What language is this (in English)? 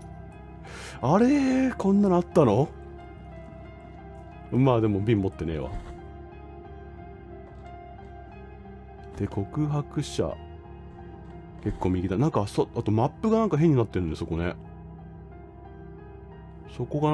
Japanese